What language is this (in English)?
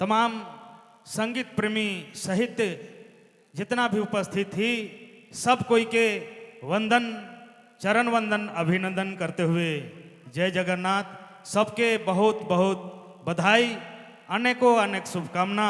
Sadri